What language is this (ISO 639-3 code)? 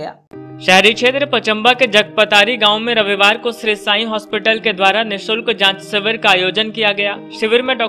hin